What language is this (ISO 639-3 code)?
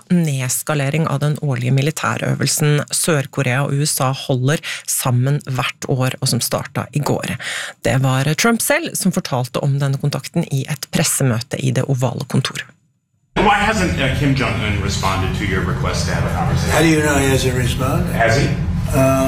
nor